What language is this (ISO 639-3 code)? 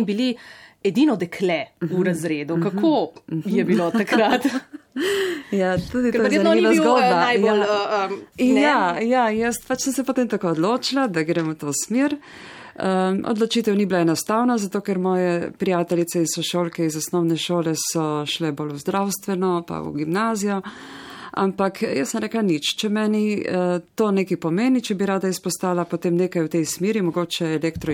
slv